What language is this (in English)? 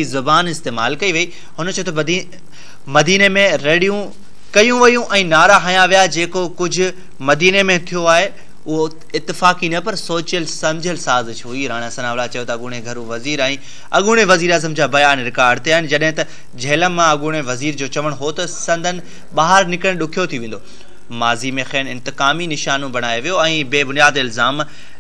Sindhi